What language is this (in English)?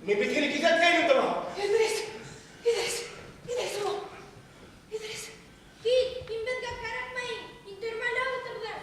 Bashkir